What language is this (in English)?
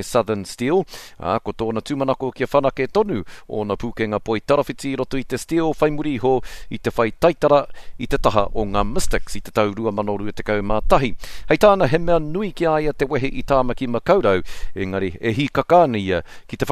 Māori